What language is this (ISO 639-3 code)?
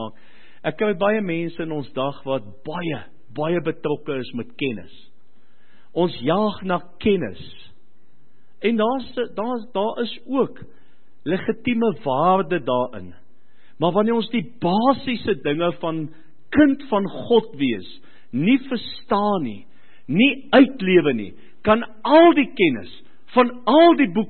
afr